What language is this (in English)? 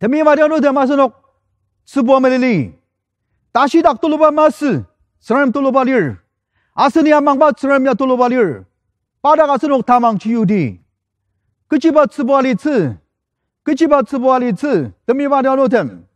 Ao Naga